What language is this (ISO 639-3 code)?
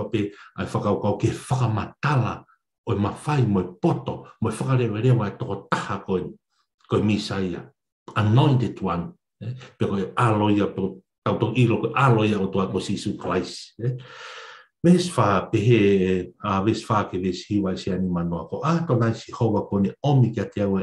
ton